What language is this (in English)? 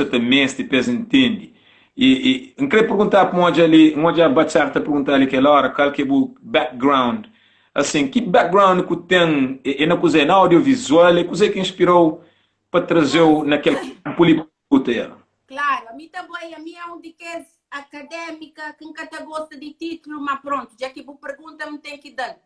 Kabuverdianu